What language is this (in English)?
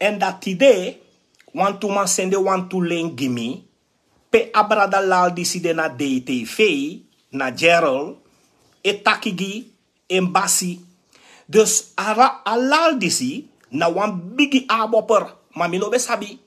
Sranan Tongo